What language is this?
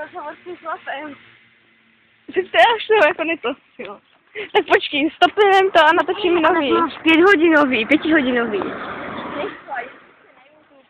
Czech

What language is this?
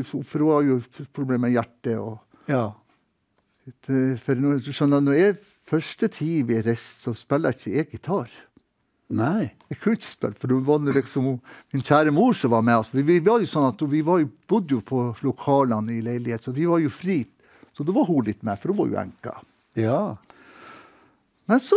Norwegian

